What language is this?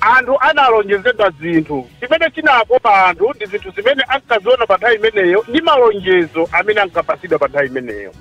Nyanja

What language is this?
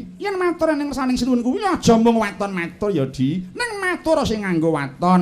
Javanese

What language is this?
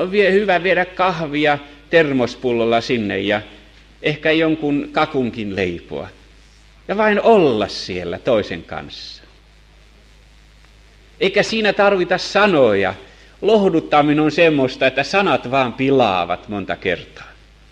Finnish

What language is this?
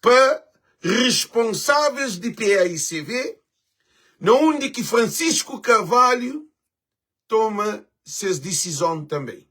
Kabuverdianu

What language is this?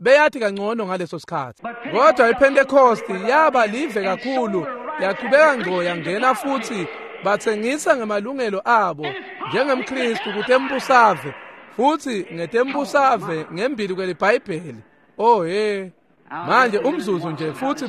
Swati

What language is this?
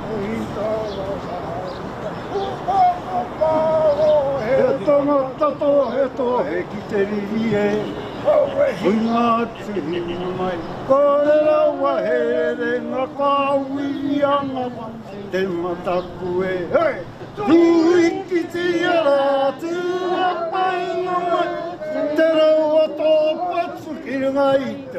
Māori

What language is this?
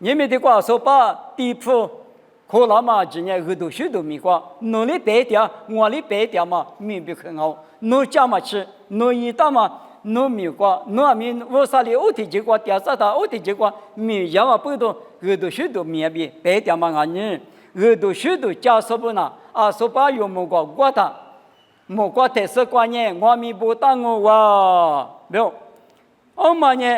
Lisu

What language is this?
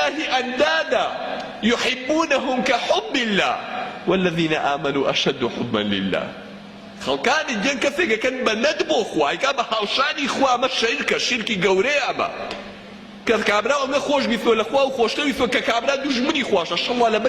Central Kurdish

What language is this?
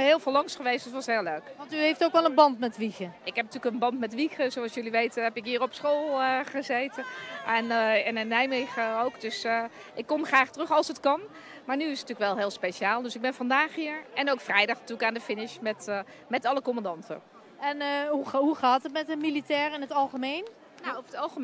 Dutch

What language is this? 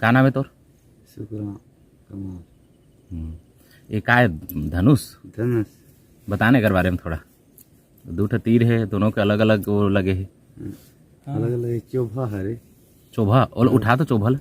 Chhattisgarhi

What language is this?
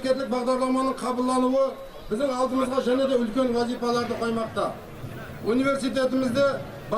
Kara-Kalpak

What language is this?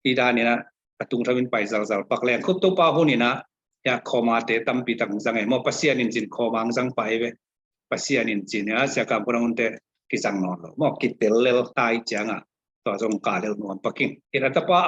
Tedim Chin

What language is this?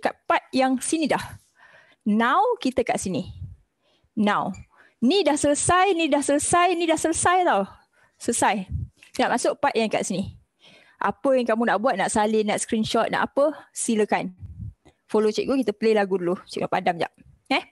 Malay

